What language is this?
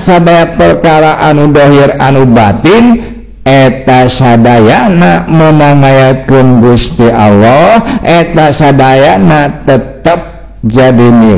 Sundanese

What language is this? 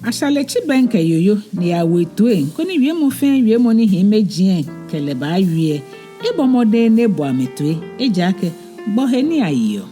Ga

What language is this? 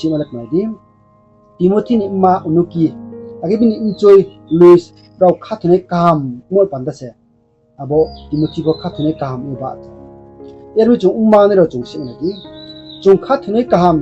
Riang (India)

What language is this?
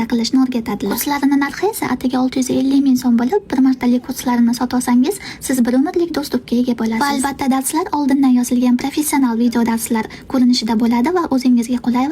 Uzbek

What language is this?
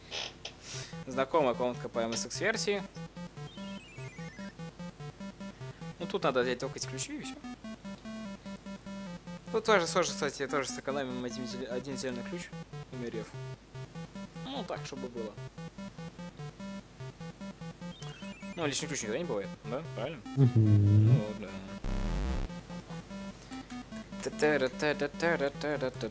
Russian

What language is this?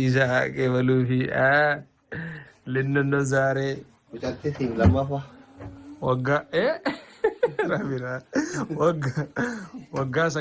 Oromo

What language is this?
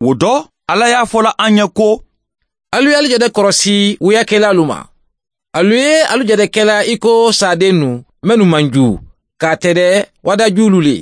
Mandingo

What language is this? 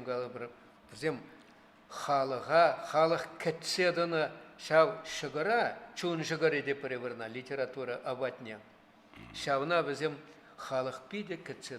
Chuvash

